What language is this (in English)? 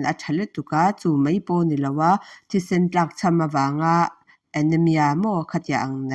Mizo